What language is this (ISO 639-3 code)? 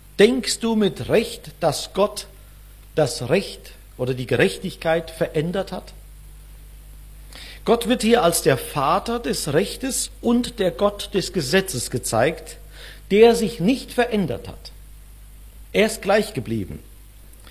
deu